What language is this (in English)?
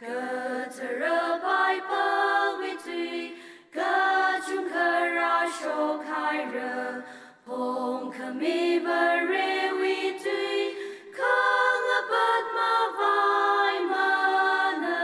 Tangkhul Naga (India)